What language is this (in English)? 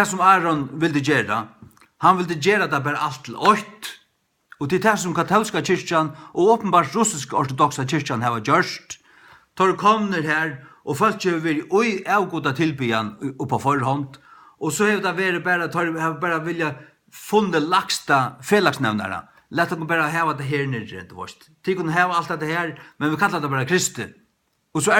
Faroese